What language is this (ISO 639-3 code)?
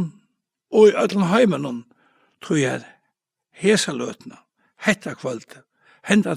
fao